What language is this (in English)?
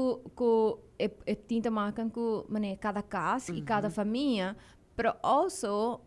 Papiamento